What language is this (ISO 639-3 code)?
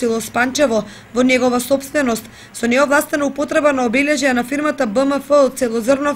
mkd